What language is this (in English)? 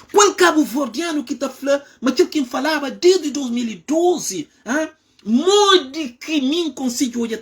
Kabuverdianu